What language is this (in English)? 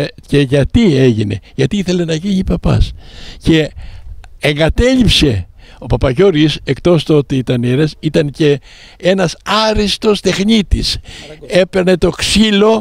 Greek